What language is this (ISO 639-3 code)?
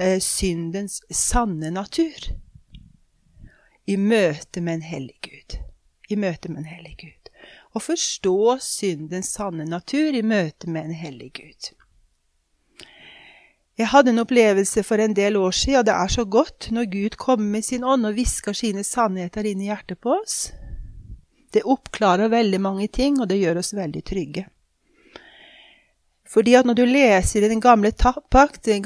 nor